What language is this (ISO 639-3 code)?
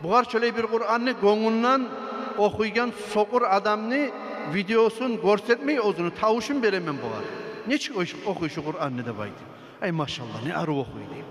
kum